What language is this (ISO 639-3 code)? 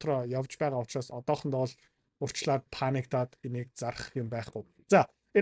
mon